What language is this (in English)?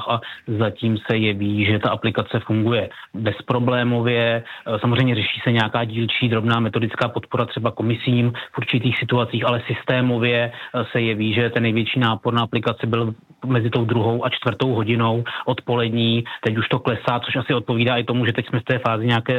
Czech